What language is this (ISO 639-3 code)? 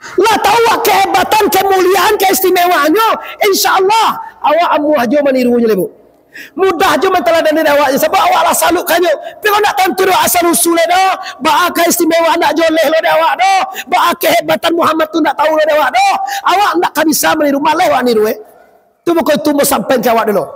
min